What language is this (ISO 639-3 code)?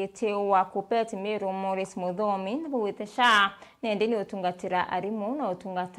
mer